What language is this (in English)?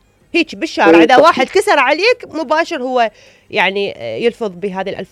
Mesopotamian Arabic